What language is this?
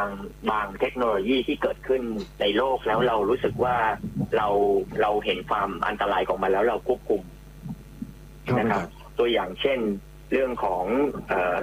Thai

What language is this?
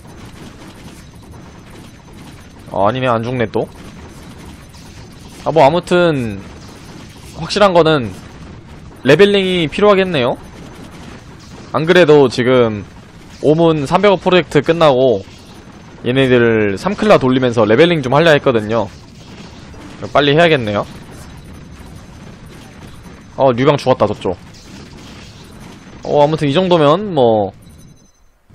Korean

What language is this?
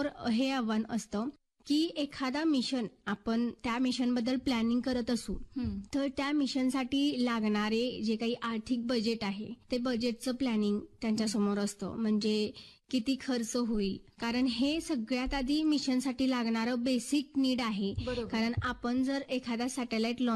Marathi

